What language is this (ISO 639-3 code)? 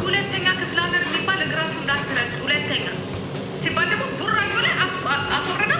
amh